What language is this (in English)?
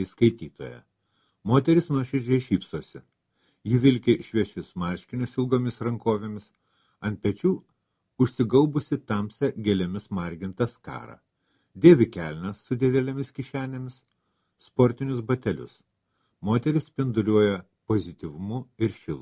Lithuanian